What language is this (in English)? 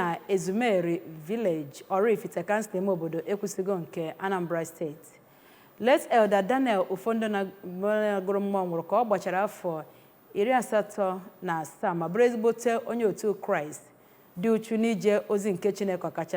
Igbo